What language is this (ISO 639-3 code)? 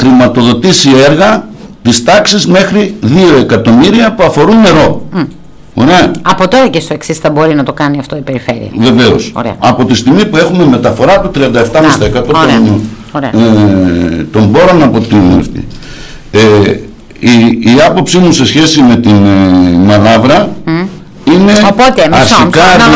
ell